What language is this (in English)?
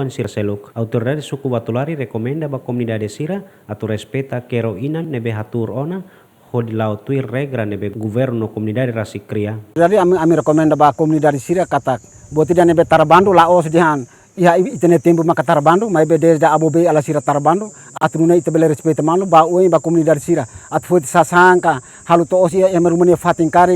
Tetum